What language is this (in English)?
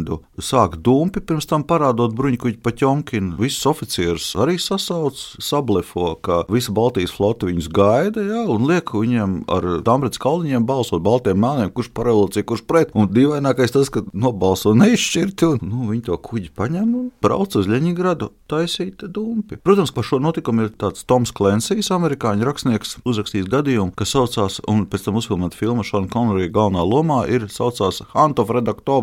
Latvian